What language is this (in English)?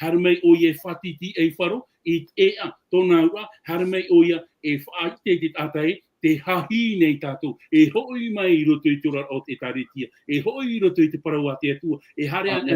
Tahitian